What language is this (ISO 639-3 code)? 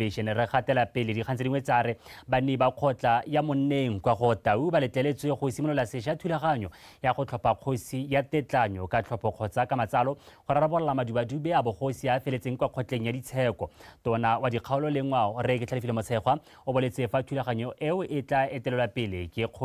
tsn